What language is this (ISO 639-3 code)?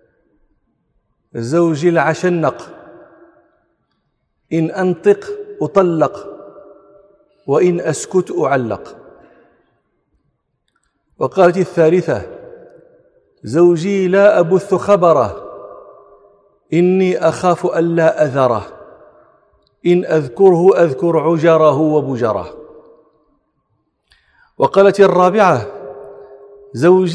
ara